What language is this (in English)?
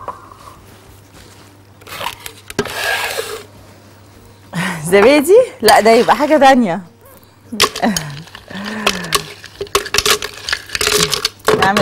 Egyptian Arabic